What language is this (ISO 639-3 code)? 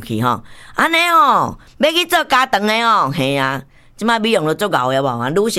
nan